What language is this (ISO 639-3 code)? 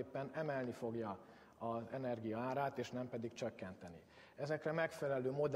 hun